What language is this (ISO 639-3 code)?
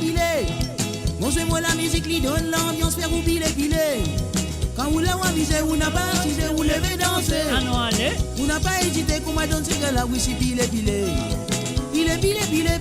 mfe